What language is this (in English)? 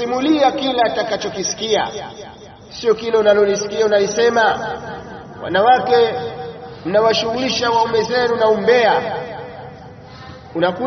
Swahili